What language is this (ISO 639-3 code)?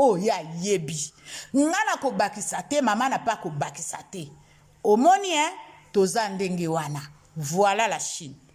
lin